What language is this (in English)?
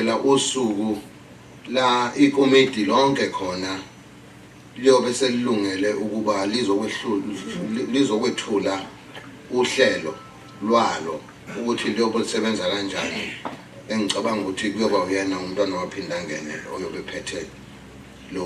Zulu